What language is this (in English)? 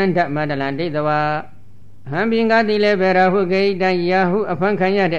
Burmese